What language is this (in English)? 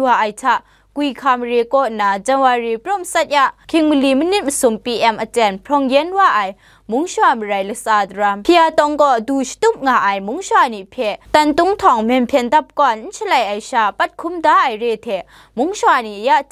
Kachin